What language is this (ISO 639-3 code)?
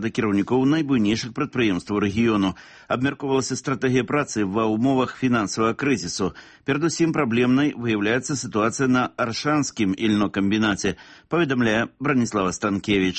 bel